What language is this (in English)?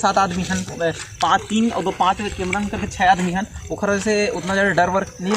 Chhattisgarhi